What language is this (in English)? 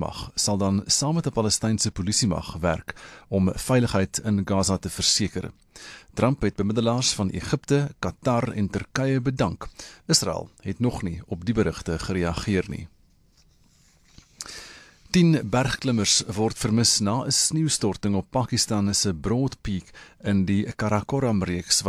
Afrikaans